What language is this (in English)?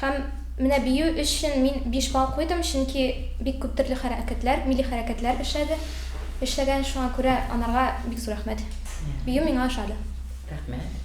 Tatar